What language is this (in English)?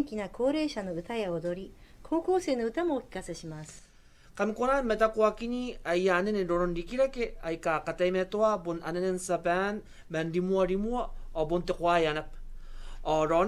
Gilbertese